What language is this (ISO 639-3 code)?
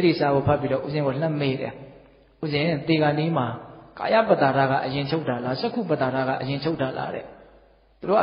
mya